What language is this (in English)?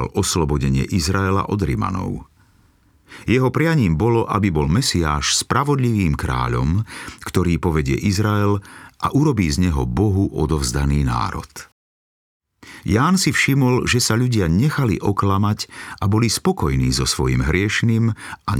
Slovak